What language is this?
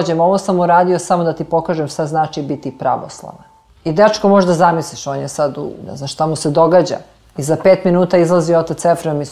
Serbian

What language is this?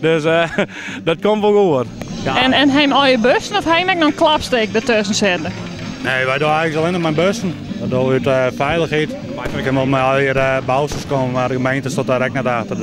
Western Frisian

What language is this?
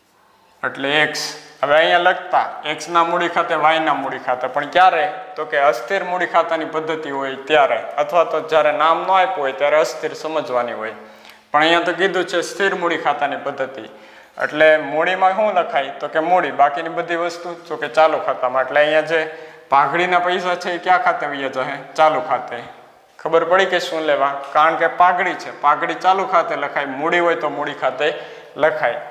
Gujarati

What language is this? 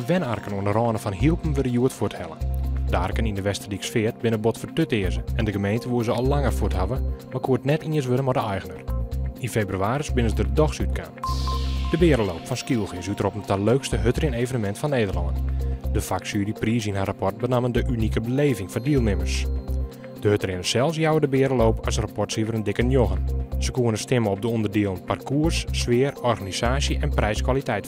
Western Frisian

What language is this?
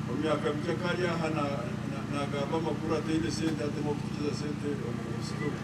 Nyankole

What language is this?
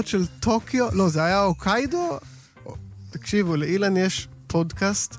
Hebrew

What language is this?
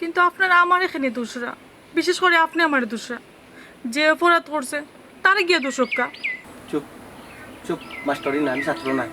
Sylheti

